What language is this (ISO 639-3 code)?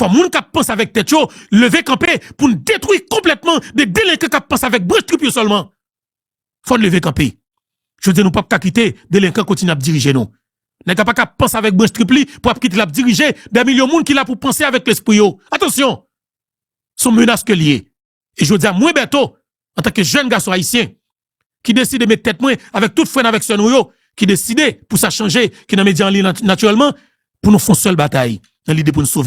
hat